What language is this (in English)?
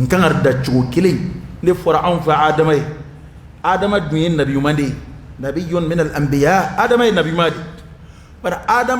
Dyula